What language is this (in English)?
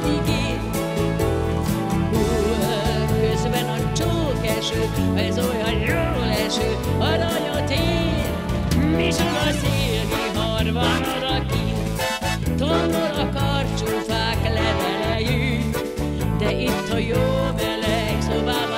Hungarian